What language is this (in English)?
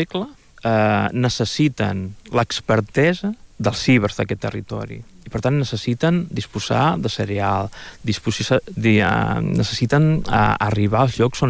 Catalan